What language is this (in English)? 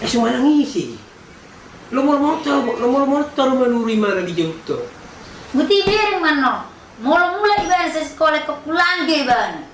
Batak Toba